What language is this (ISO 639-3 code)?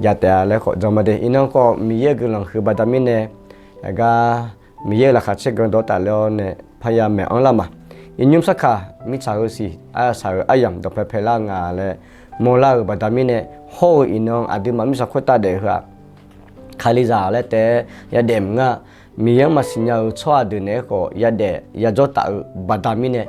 ahk